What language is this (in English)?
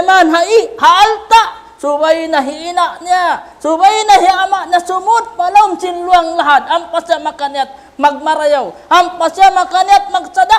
Tausug